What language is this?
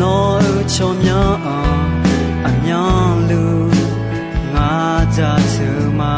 Akha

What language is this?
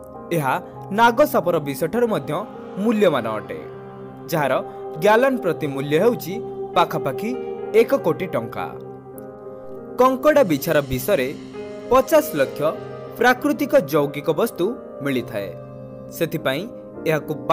Odia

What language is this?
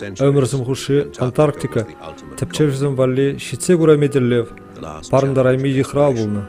Chuvash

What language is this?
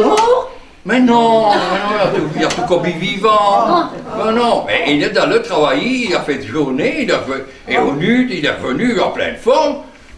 Picard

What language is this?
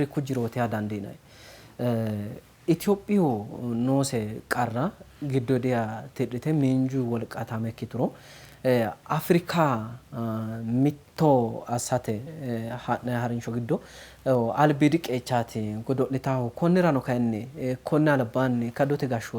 Sidamo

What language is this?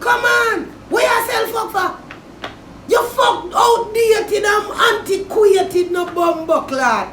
Jamaican Creole English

